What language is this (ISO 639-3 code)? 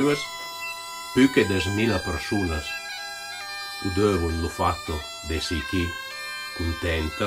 ita